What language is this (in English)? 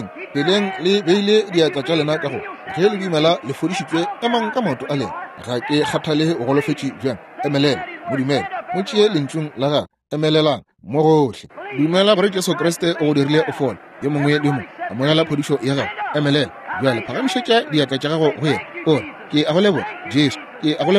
Northern Sotho